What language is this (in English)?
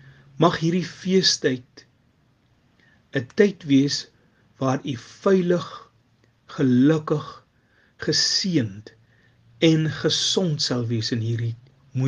Afrikaans